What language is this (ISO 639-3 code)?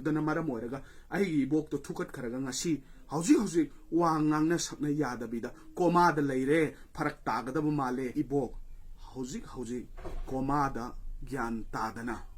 mni